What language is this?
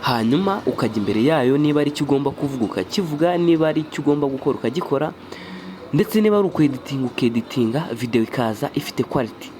Kinyarwanda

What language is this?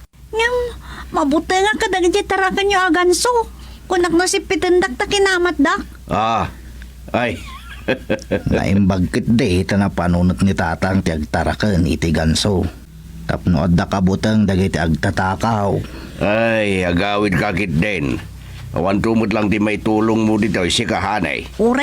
Iloko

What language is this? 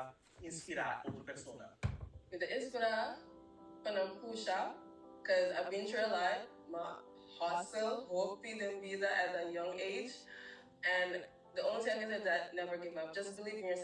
Papiamento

